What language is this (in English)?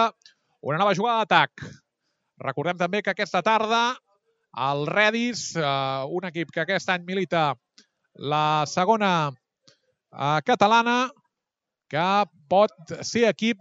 Catalan